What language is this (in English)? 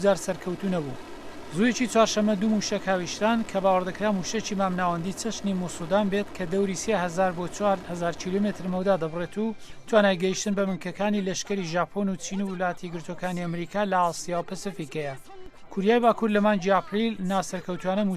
Central Kurdish